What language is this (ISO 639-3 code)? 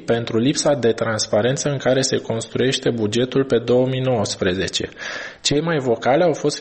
ron